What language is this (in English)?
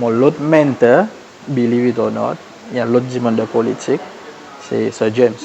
Seselwa Creole French